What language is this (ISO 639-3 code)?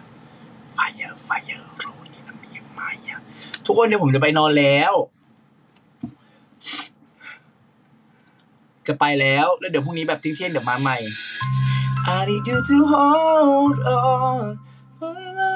tha